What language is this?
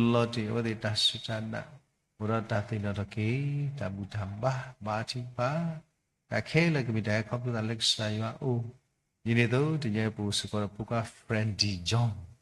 S'gaw Karen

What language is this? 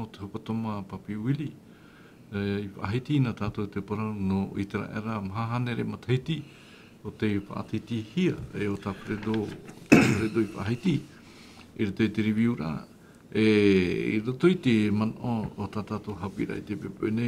Tahitian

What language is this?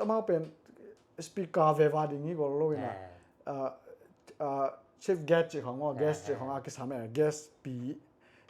Tedim Chin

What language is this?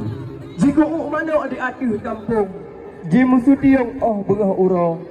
Achinese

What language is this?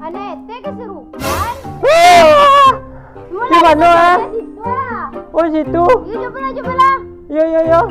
Minangkabau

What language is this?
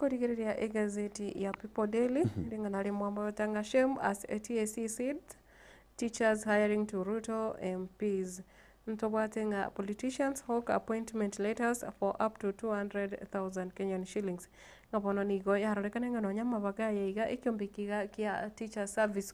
Gusii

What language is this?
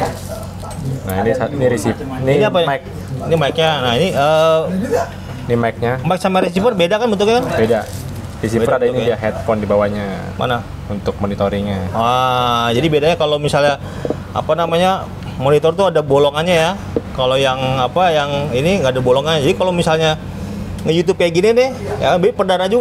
Indonesian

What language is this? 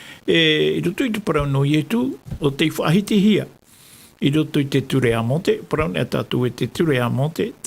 Tahitian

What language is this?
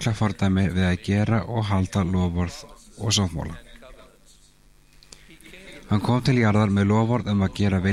Icelandic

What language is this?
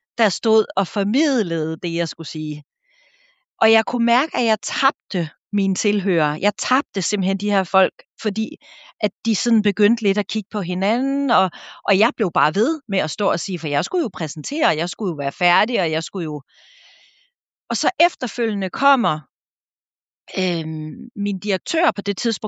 Danish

